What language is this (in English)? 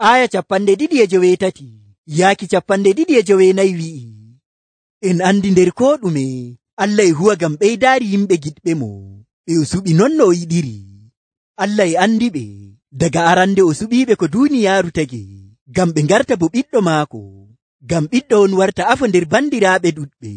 Nigerian Fulfulde